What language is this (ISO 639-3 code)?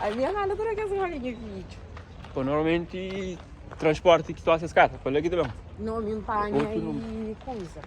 kea